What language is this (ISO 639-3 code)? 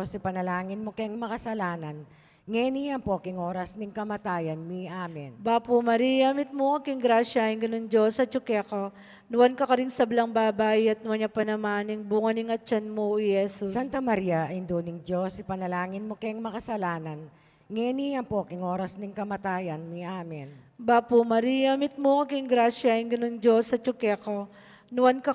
pam